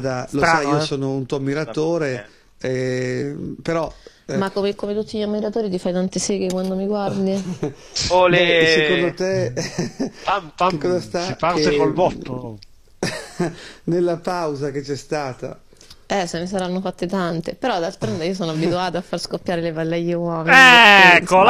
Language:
Italian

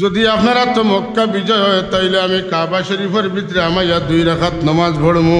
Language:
Sylheti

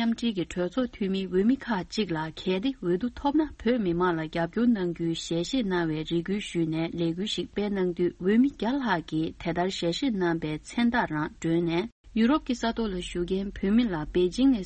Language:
Tibetan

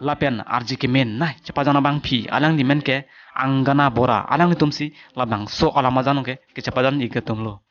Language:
Karbi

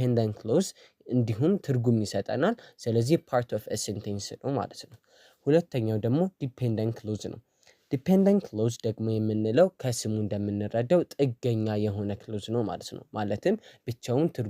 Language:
Amharic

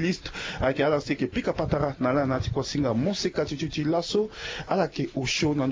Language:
Sango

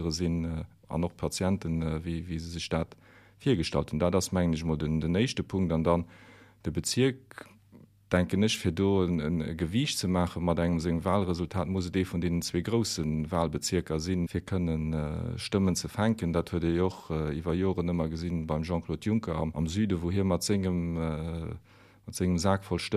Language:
Luxembourgish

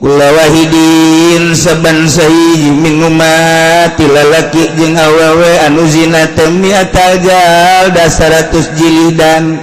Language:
Sundanese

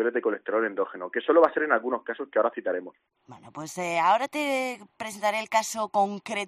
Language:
Spanish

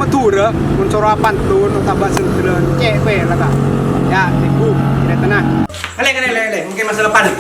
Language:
Madurese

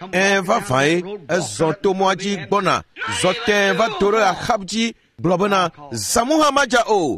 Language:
Ewe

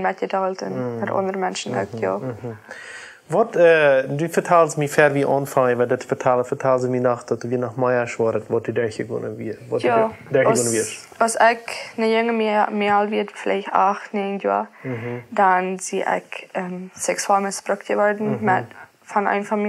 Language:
Plautdietsch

